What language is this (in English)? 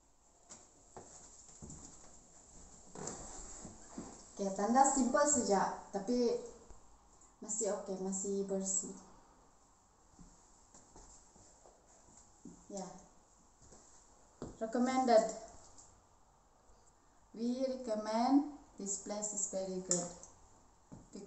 Malay